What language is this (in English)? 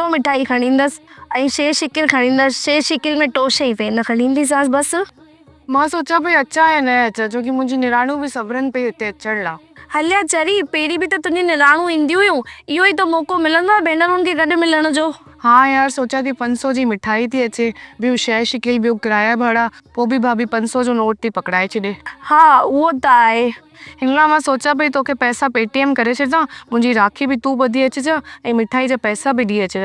Sindhi